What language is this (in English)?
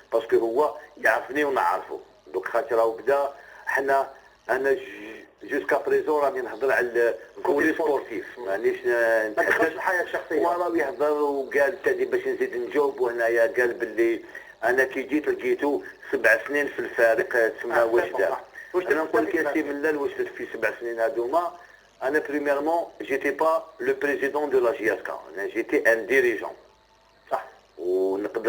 Algerian Arabic